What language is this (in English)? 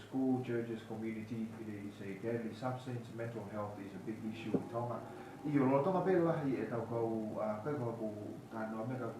Tongan